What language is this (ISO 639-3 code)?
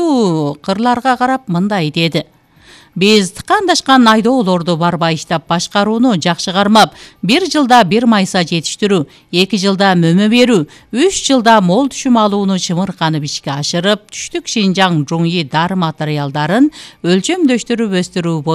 kir